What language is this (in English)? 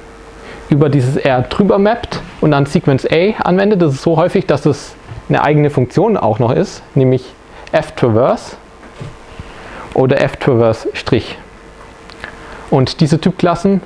German